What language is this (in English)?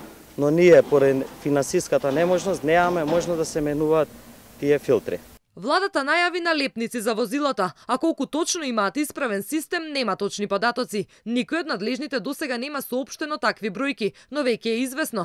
Macedonian